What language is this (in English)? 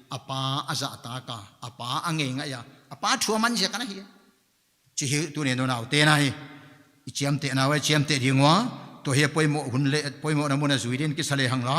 Paite Chin